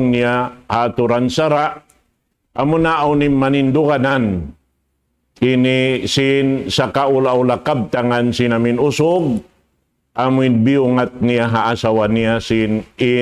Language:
Tausug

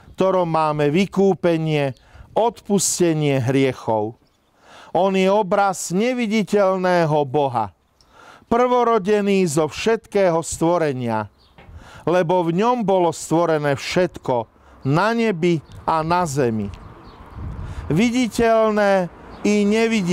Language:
Slovak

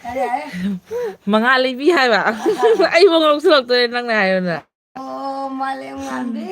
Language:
Manipuri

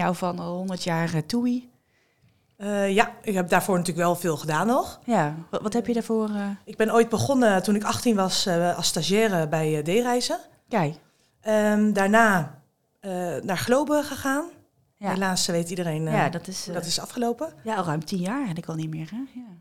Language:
Dutch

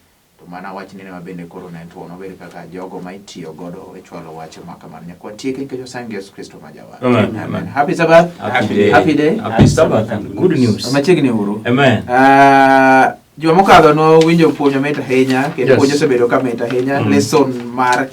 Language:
Luo (Kenya and Tanzania)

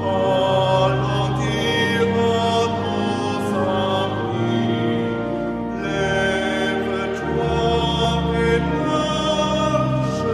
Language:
Luxembourgish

